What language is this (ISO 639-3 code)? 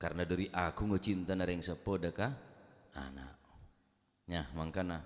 mad